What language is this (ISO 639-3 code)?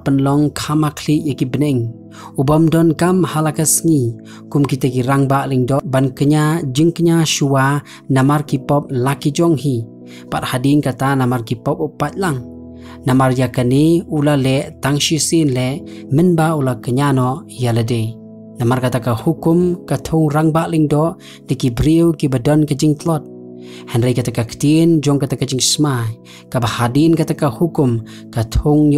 kha